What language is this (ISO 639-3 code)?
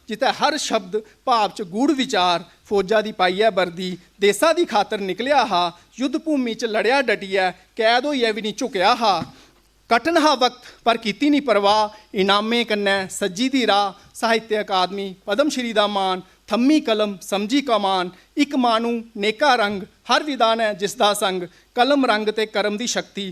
doi